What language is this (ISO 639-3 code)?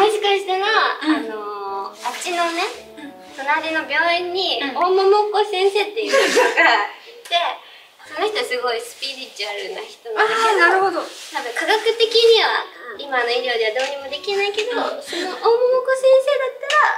jpn